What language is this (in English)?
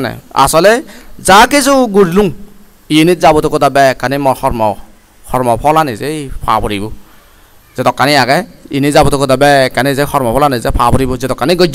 Chakma